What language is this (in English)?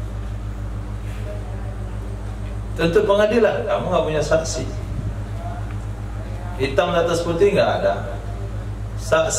Indonesian